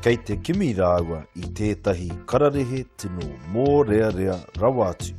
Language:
Māori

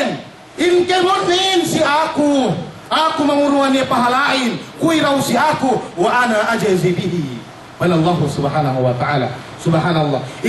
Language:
Yakan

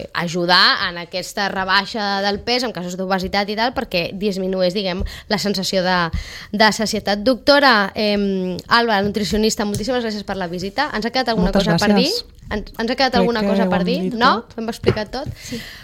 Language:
Catalan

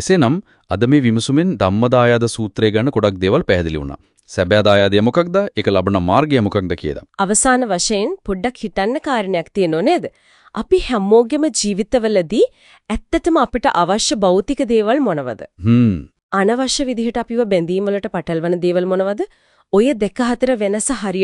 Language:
Sinhala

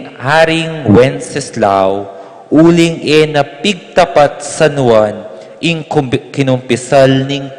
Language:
Pampanga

